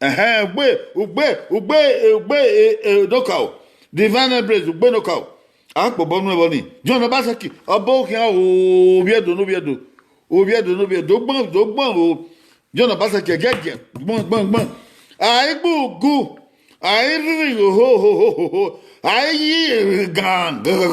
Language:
Bini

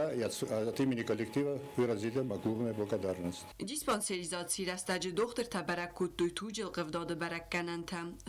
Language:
Ossetic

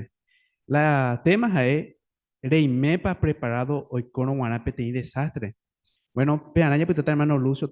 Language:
Guarani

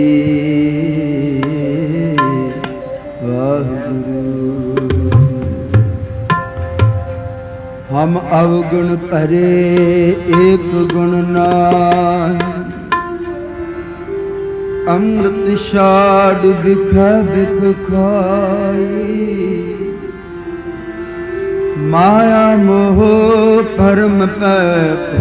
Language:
Punjabi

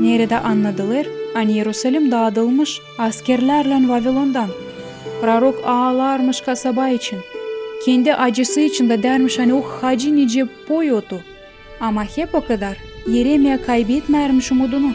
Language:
Gagauz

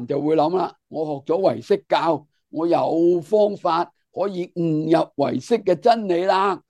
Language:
Cantonese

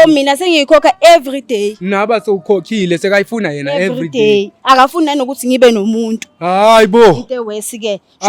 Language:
Zulu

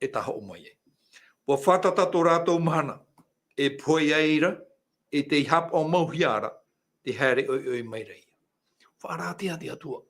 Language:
Tahitian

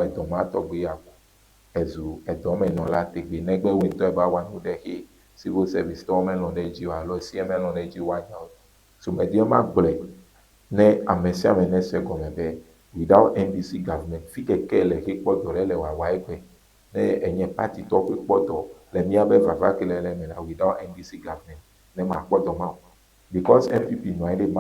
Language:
Ewe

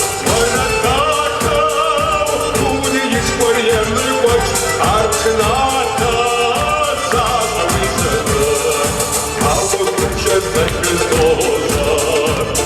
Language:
Kabardian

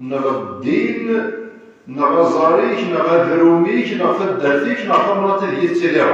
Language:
Kabyle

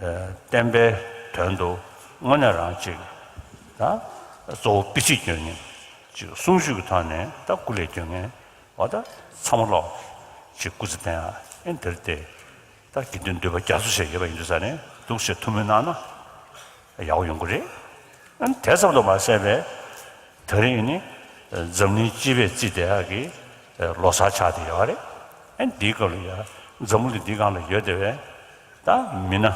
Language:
Tibetan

